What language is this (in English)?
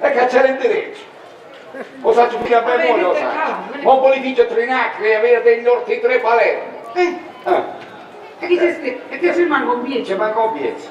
Sicilian